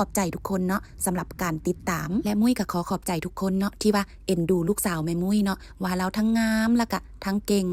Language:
Lao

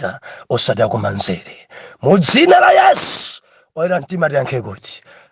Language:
Nyanja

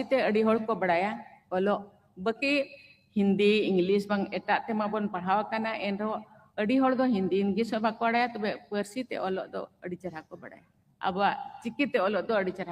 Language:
Santali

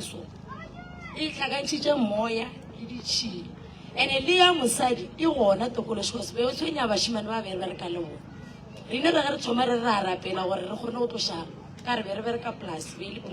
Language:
Northern Sotho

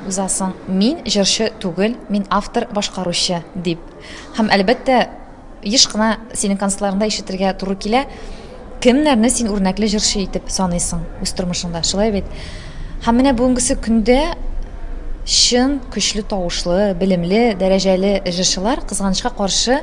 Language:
Tatar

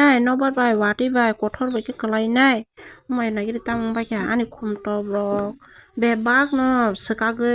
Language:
Kok Borok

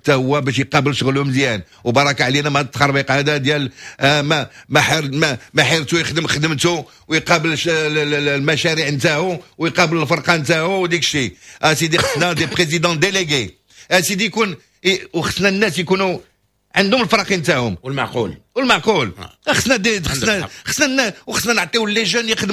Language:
Moroccan Arabic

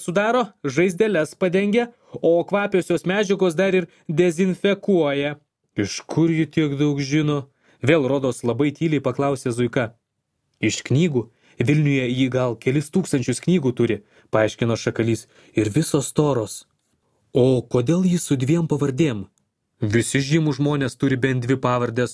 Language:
Lithuanian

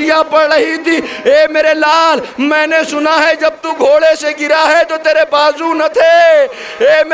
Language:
Urdu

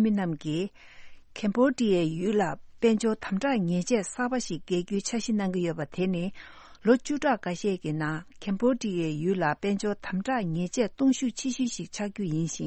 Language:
Tibetan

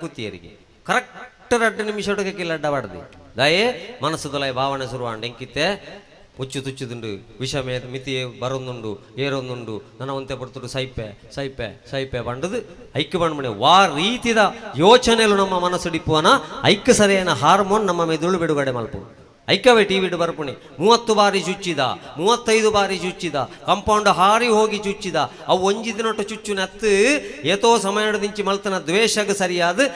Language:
Tulu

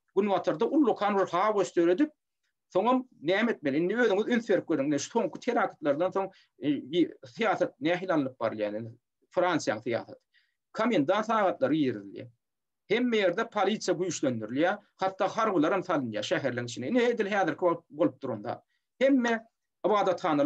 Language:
Turkmen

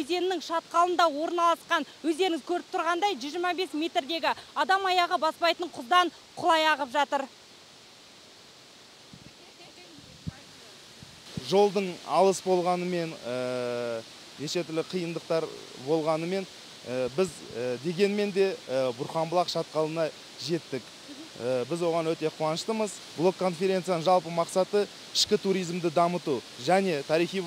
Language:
Kazakh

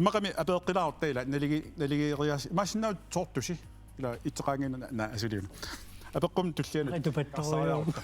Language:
Kalaallisut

